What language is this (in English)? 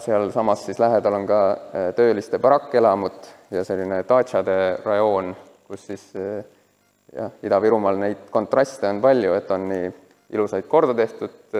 Estonian